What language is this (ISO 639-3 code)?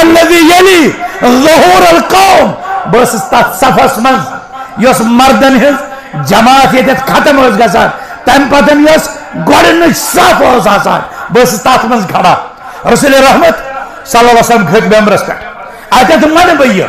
kas